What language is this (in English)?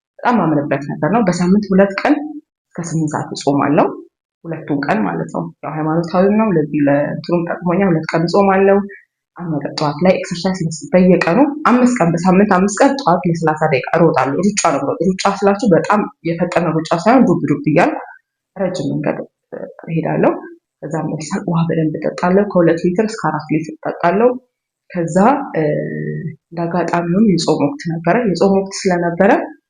Amharic